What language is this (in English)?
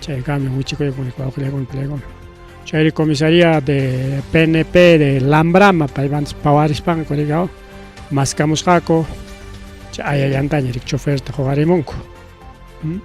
Ayacucho Quechua